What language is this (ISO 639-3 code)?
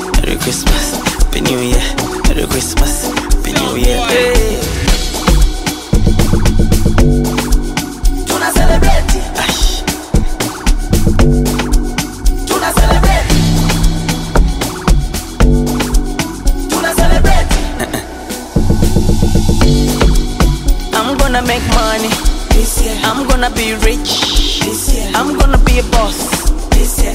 swa